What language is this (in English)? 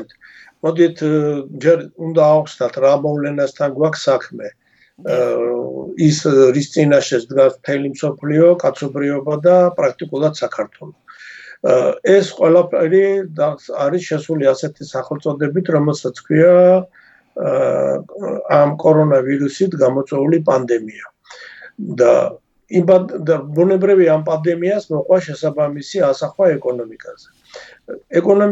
Georgian